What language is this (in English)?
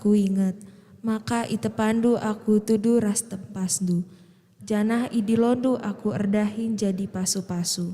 Batak Karo